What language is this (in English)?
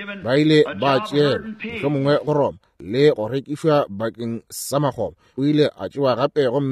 Northern Sotho